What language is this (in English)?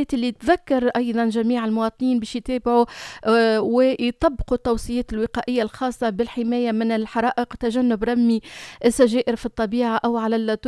Tunisian Arabic